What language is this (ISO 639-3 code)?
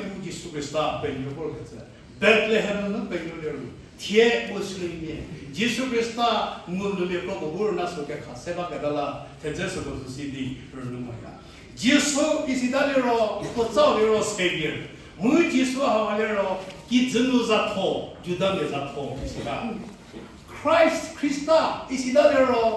njm